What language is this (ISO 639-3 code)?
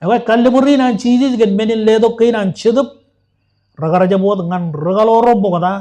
mah